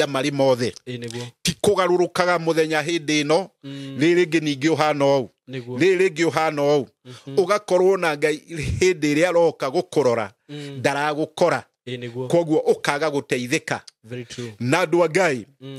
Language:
Kikuyu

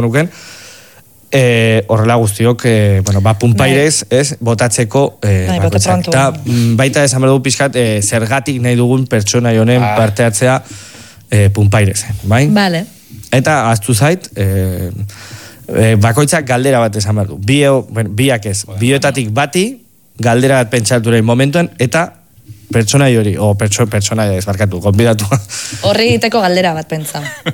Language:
Basque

